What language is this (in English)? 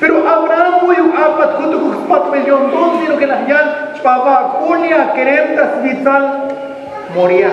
Tzotzil